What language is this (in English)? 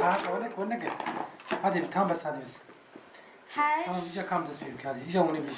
Kurdish